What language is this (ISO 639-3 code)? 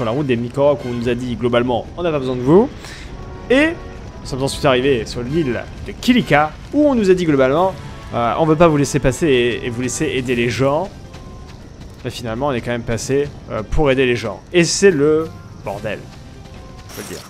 fra